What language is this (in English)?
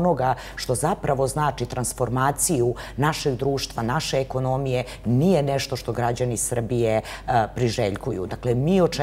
Serbian